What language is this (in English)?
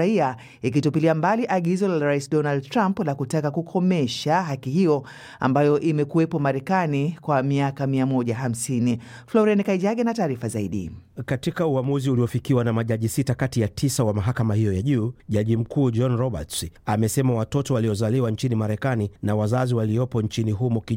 Swahili